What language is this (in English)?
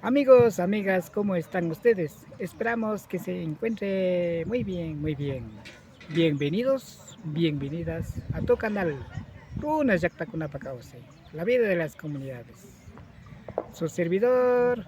Imbabura Highland Quichua